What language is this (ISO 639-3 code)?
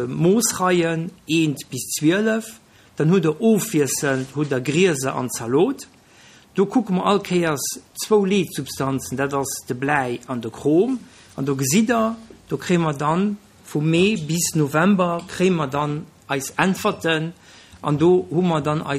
ltz